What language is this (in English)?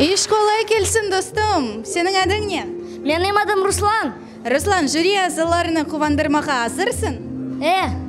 Crimean Tatar